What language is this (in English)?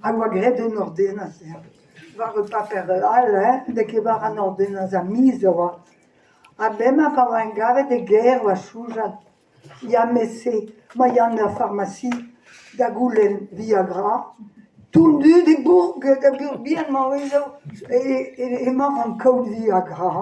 Breton